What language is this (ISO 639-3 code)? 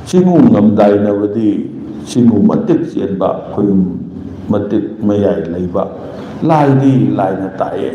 mni